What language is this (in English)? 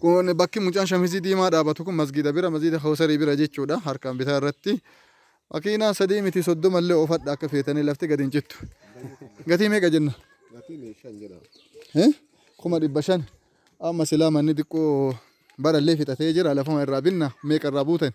Oromo